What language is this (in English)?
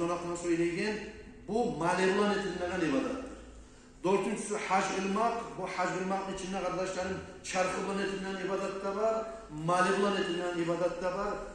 Kumyk